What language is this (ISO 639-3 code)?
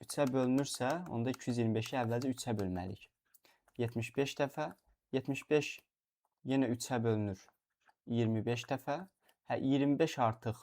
aze